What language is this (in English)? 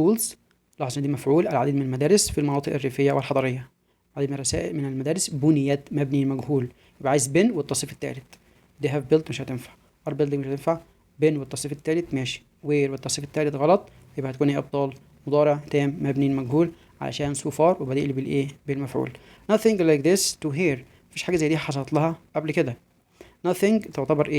Egyptian Arabic